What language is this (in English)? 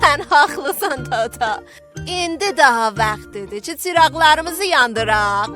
South Azerbaijani